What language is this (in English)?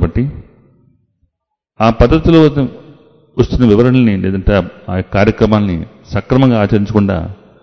Telugu